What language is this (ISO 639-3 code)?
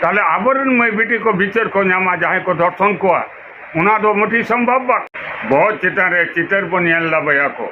sat